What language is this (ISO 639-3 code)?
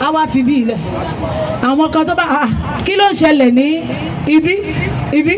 yor